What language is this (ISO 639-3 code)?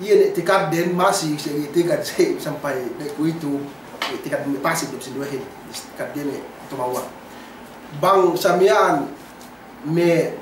yka